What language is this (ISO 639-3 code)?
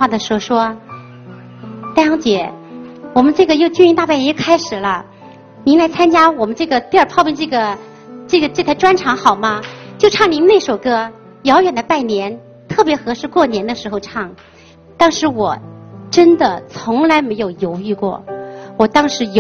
zho